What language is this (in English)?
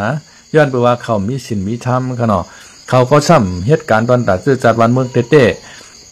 Shan